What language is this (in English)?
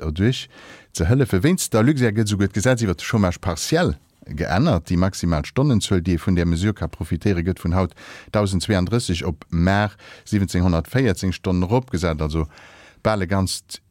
Luxembourgish